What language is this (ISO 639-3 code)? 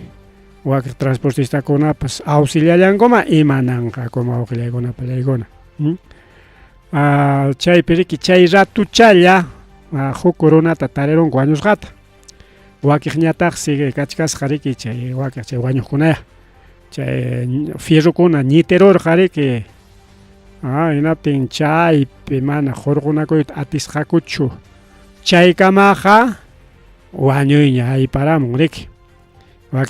quy